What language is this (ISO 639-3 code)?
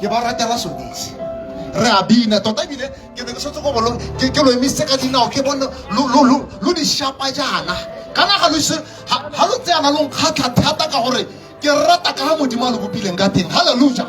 tsn